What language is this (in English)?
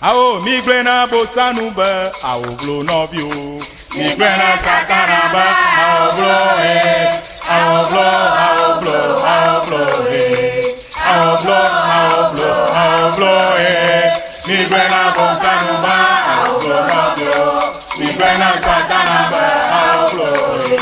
Ewe